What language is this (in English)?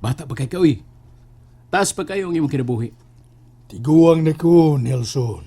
Cebuano